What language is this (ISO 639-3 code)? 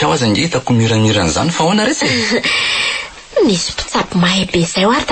mlg